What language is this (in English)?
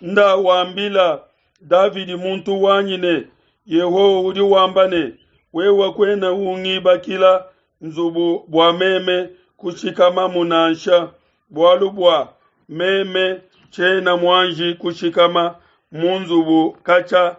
Luba-Lulua